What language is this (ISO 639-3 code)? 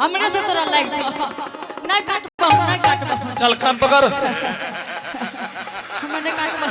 anp